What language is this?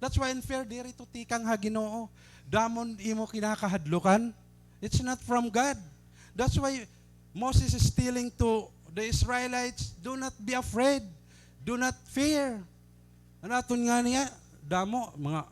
Waray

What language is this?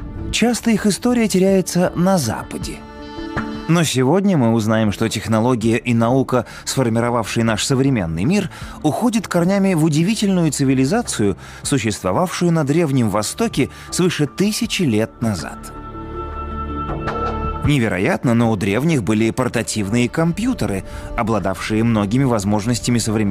Russian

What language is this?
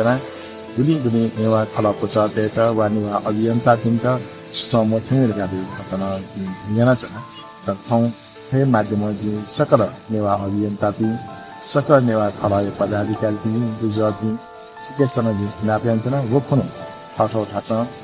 Newari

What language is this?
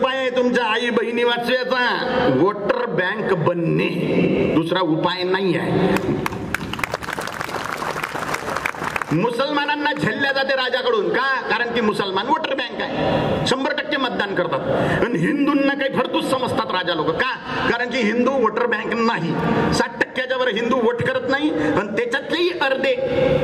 Marathi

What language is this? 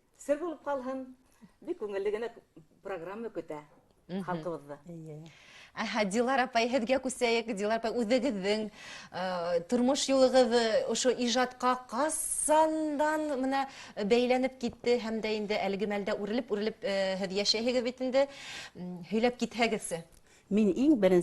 Bashkir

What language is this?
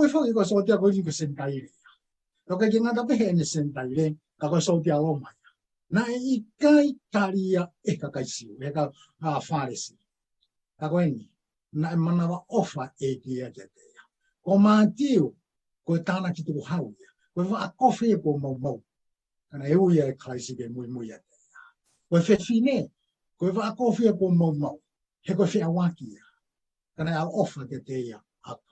Tongan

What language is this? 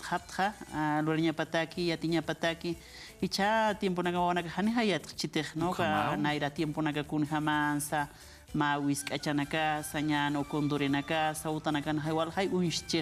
Aymara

